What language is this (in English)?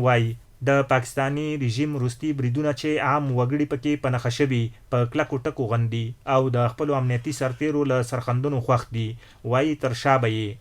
Pashto